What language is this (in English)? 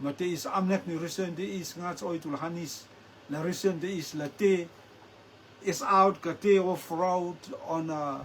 Rotuman